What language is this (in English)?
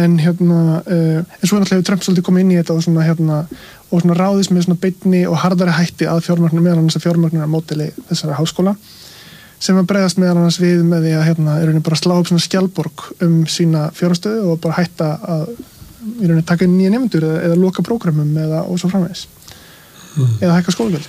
Icelandic